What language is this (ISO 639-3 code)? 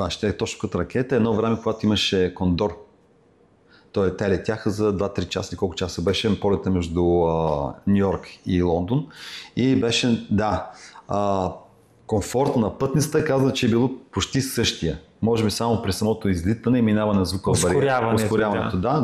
bul